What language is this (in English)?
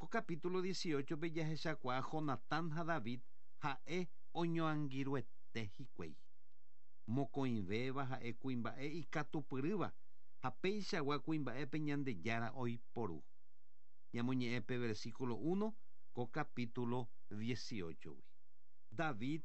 Guarani